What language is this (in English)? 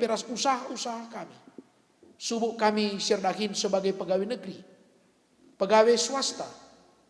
Batak Karo